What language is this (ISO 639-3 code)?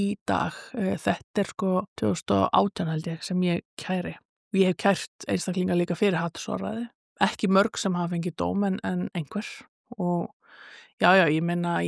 isl